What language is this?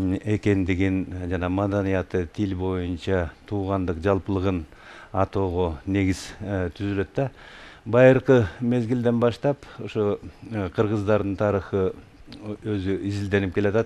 Kyrgyz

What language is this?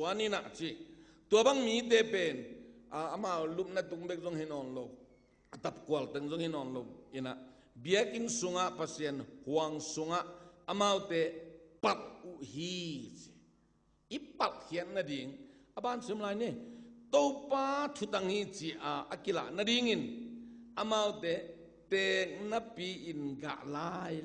Tedim Chin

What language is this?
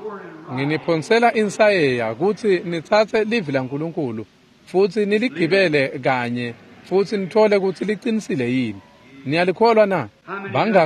Swati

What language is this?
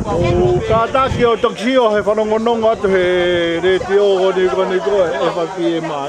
Tongan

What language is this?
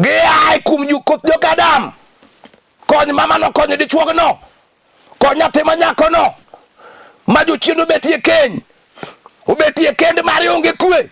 Luo (Kenya and Tanzania)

